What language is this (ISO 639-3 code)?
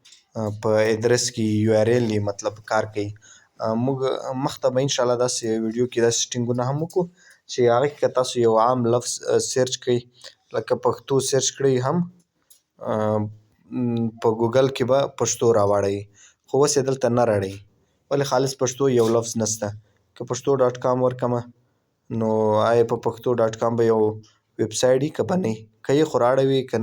pus